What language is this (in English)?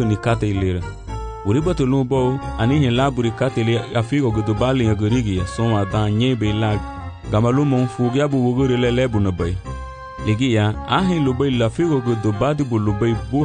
Garifuna